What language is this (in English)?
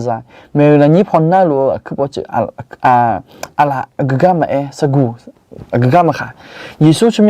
Akha